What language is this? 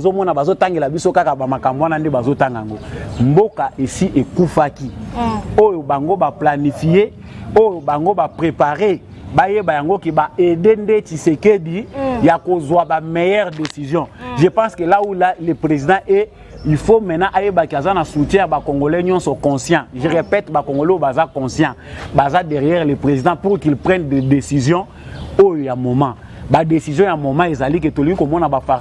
Lingala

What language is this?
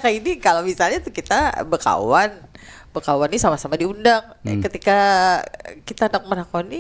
Banjar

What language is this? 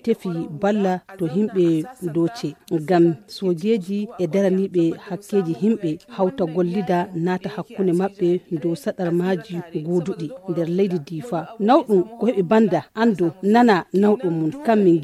Fula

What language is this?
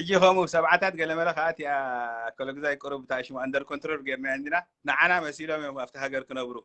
Tigrinya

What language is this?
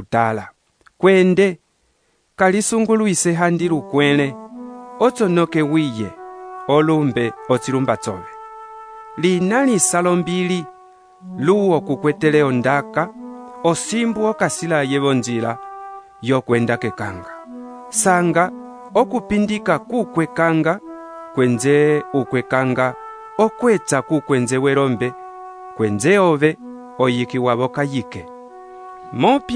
Umbundu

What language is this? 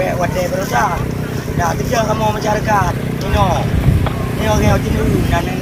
Achinese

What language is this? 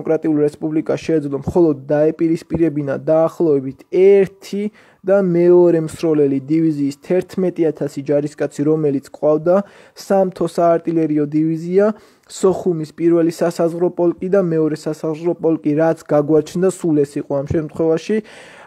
Georgian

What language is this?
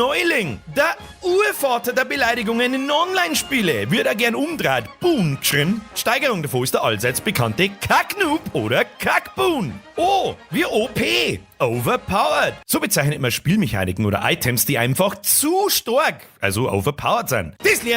Bavarian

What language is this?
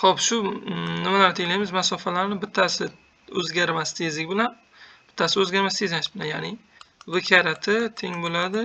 Uzbek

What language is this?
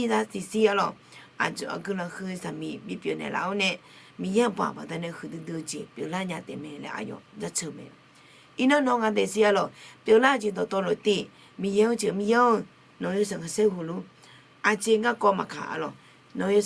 Akha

